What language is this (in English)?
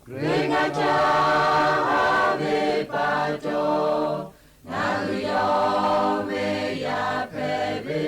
Lahu